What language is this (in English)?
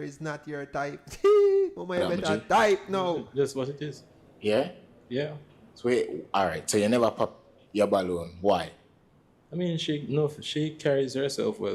Jamaican Creole English